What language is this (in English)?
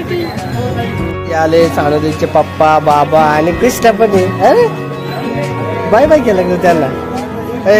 Marathi